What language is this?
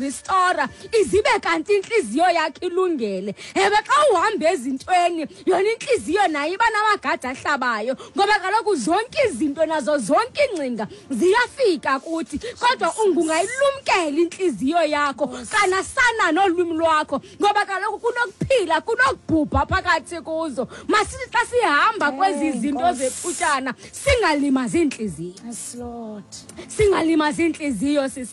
Xhosa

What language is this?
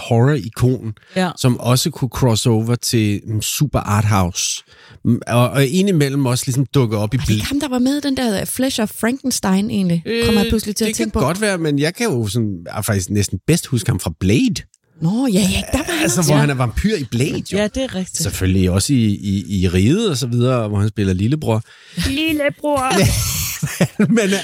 Danish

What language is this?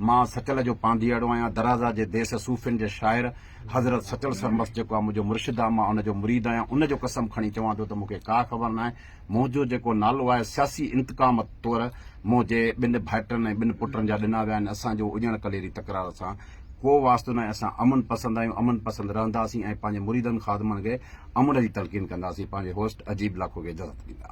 Sindhi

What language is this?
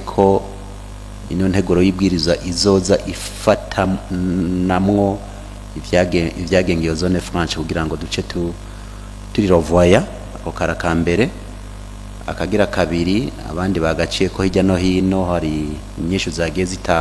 Rundi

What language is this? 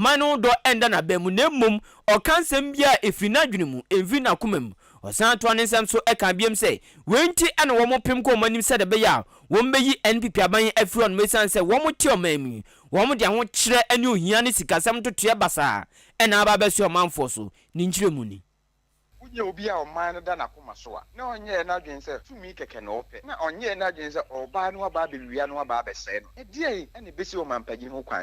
Akan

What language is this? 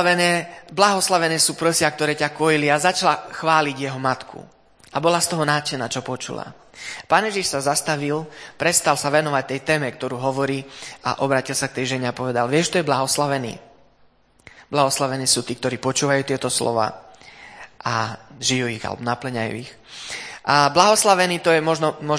Slovak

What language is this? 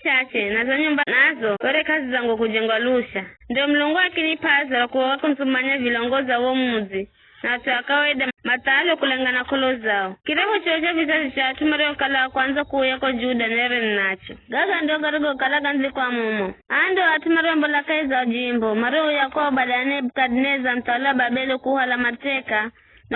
Giryama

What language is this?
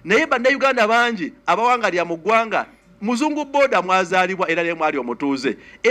Ganda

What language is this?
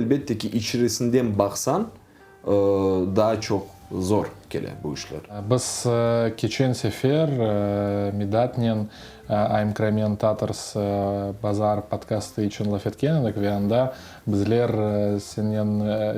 Crimean Tatar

